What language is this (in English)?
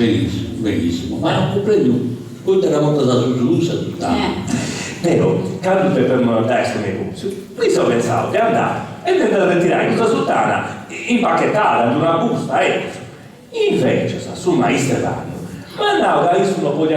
Sardinian